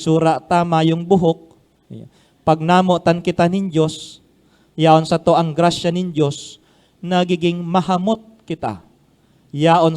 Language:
Bikol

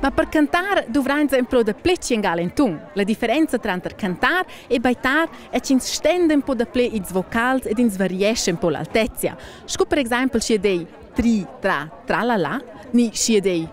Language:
Romansh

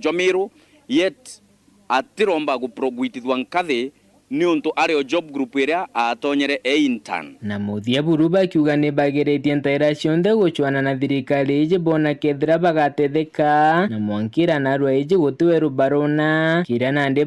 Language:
Meru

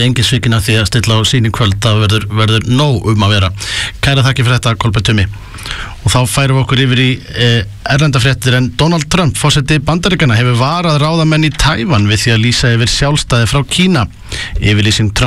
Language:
Icelandic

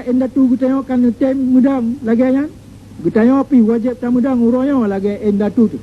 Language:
Achinese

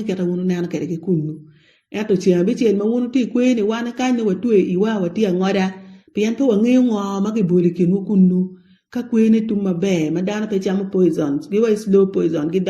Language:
Acoli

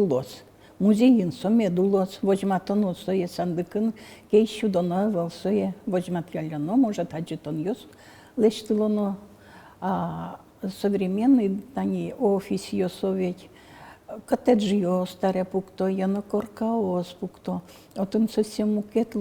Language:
Udmurt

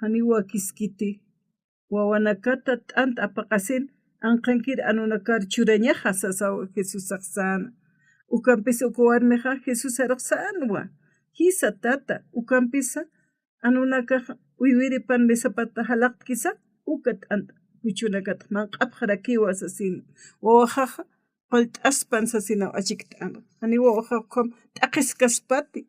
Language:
Aymara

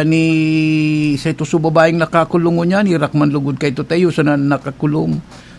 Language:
Bikol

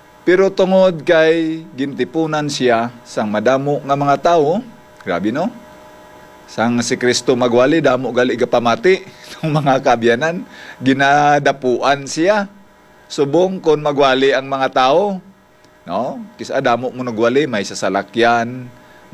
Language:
Hiligaynon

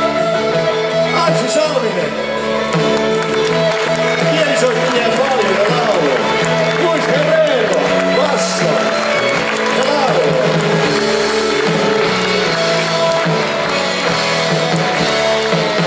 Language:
Finnish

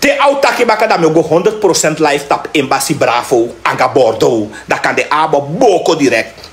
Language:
Sranan Tongo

